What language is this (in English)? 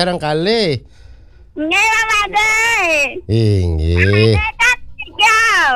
Balinese